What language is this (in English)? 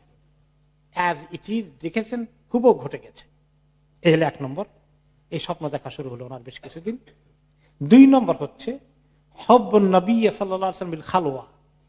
Bangla